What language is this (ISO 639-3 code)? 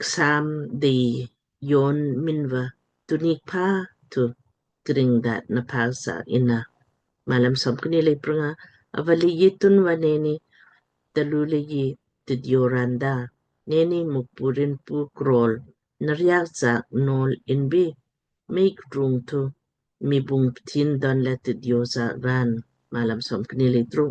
lmk